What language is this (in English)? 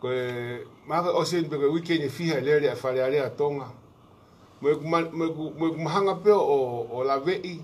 Tongan